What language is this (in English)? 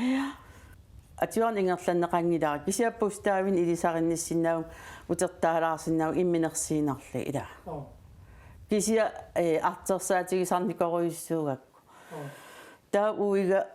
Kalaallisut